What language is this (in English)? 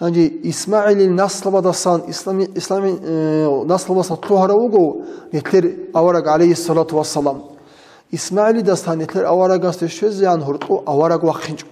Avaric